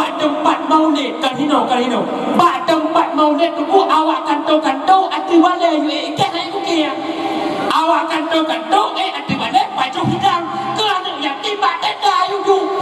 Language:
Achinese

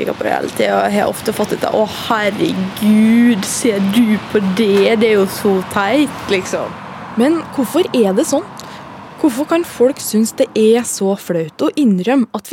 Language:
Norwegian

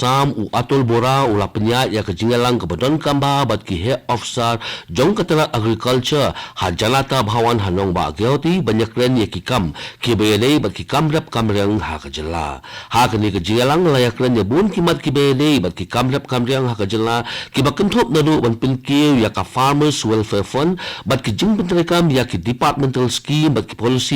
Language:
Khasi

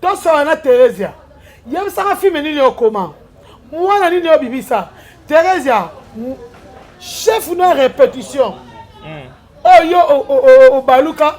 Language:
Lingala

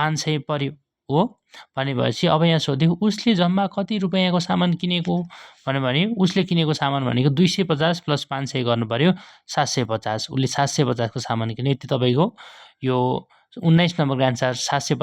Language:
Nepali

